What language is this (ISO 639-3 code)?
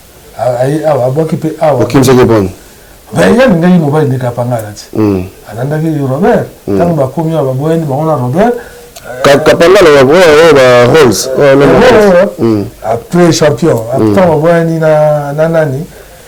lin